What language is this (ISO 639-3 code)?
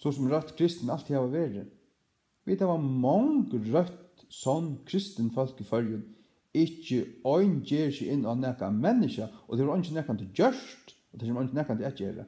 fao